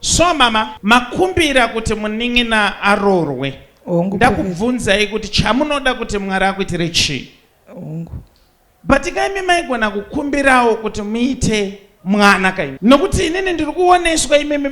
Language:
Shona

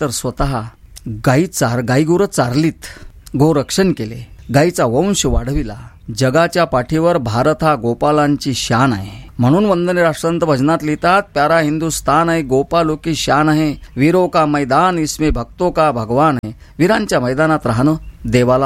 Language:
Marathi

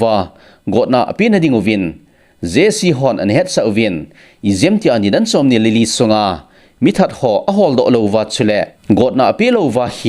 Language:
Thado Chin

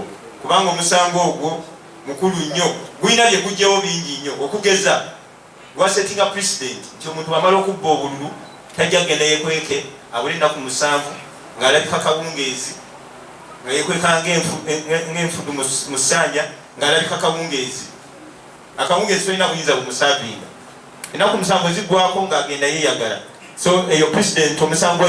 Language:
Ganda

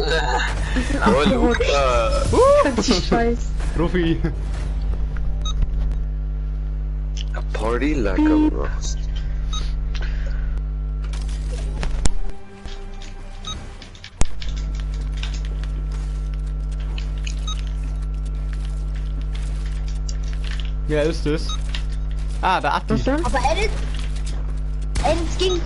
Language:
German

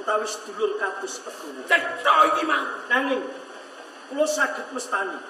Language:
Javanese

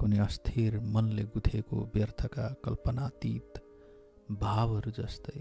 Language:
Nepali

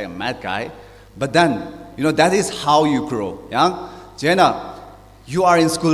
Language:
Tangkhul Naga (India)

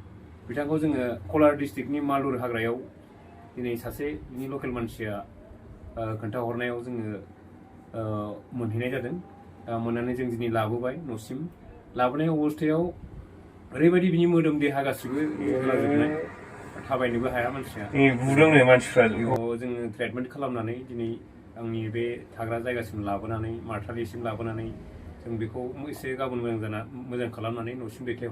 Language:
Bodo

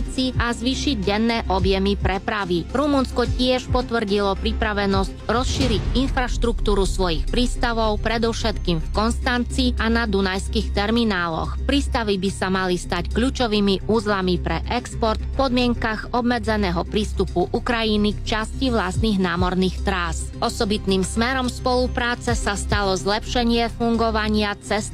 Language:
Slovak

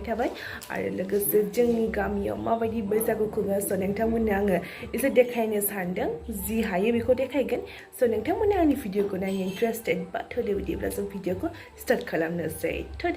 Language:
Bodo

